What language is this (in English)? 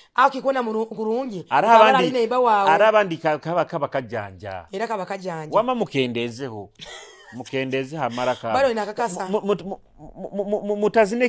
Nyoro